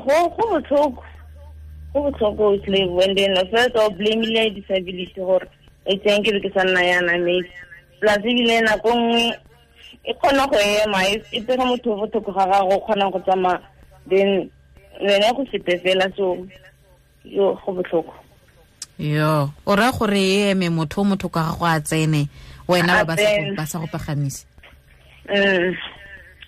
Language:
Tswana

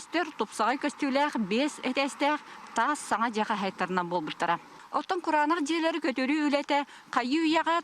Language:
Yakut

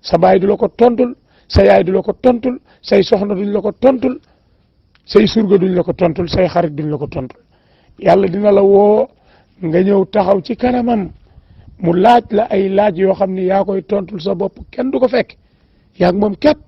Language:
Wolof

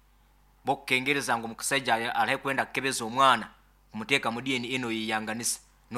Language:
Nyankole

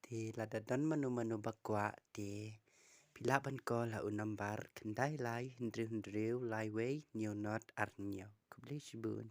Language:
Khasi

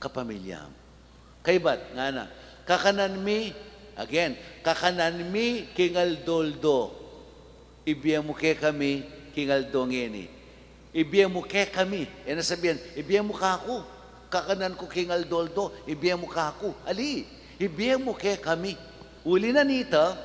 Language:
Pampanga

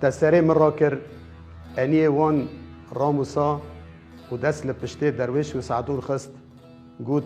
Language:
Kurdish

